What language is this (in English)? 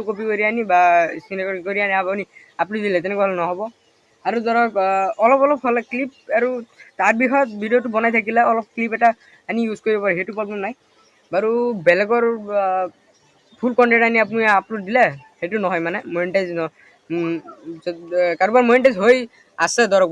Assamese